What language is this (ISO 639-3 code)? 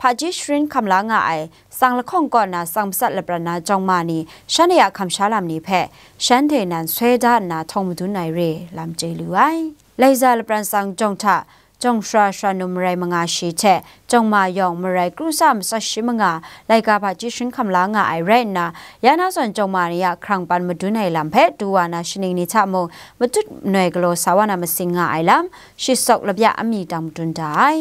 kac